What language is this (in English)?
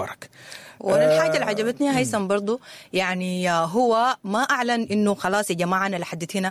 Sudanese Arabic